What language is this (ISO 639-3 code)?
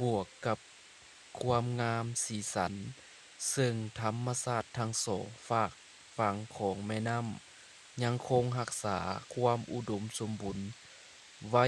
lao